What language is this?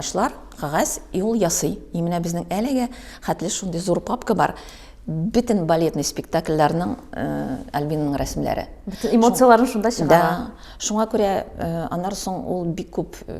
Tatar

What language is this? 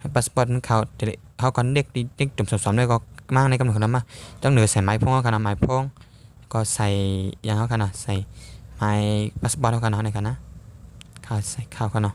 Shan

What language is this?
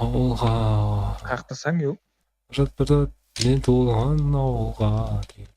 Kara-Kalpak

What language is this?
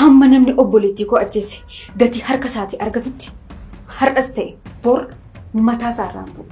Oromo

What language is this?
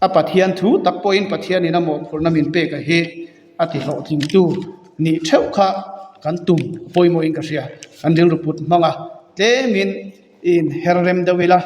Mizo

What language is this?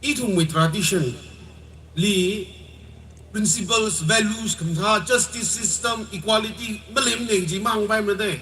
Tangkhul Naga (India)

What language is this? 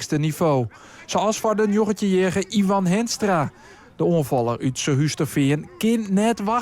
Western Frisian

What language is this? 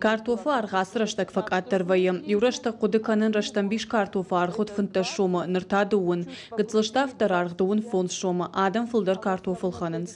Ossetic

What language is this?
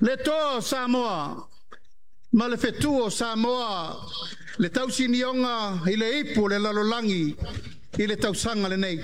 Samoan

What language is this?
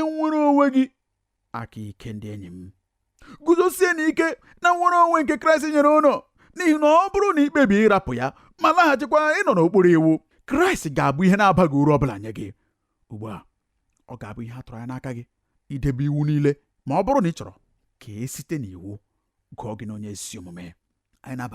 Igbo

